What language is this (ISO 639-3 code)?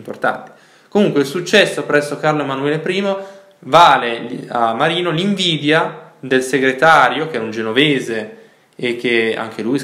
ita